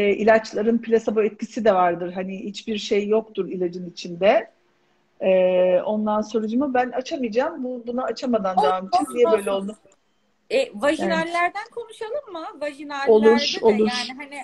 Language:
Turkish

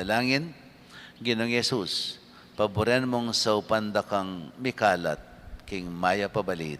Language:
Pampanga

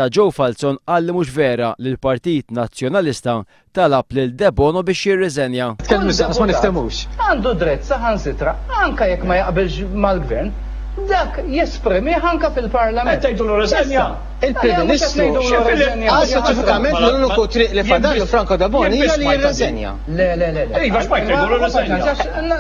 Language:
Maltese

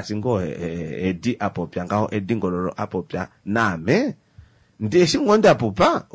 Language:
Kuanyama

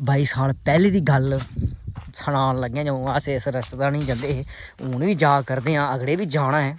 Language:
Dogri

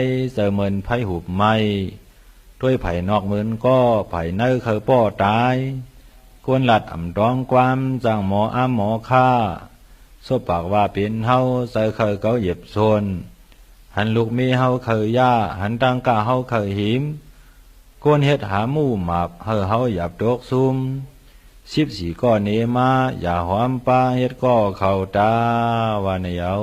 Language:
Shan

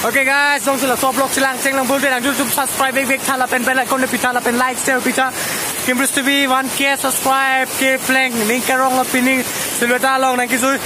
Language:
Karbi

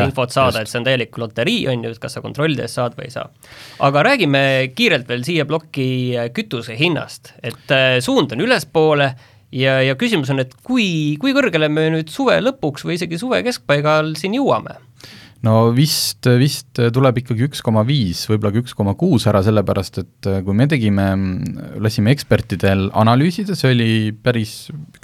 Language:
Estonian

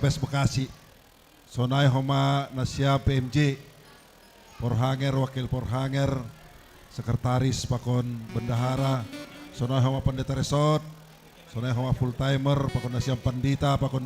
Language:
Batak Simalungun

